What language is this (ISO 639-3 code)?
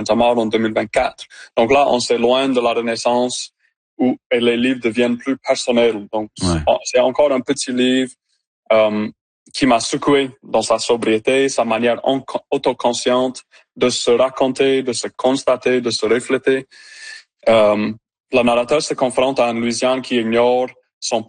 fra